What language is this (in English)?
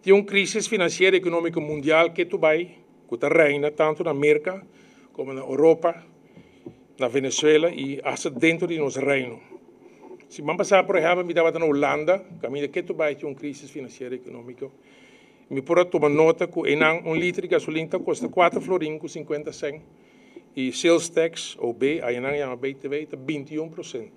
Papiamento